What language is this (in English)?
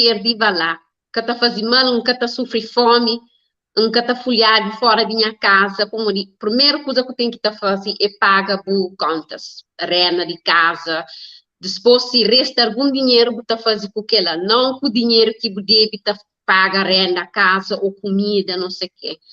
Kabuverdianu